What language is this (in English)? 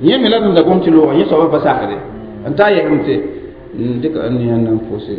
Mossi